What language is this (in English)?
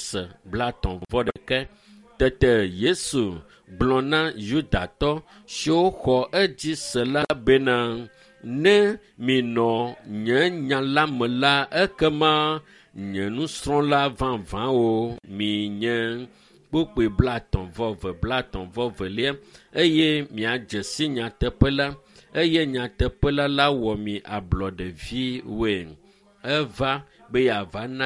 Ewe